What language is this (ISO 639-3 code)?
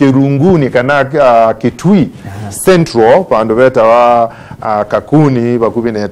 kam